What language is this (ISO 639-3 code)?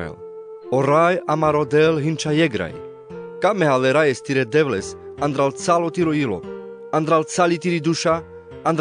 rmc